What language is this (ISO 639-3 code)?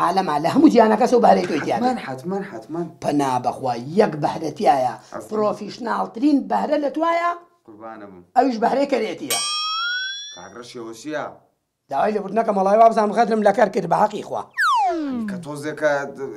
ckb